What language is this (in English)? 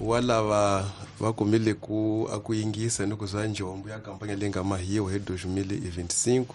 Tsonga